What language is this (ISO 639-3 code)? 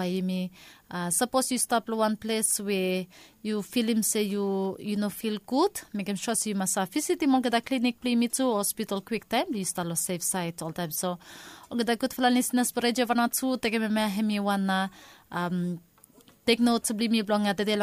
bis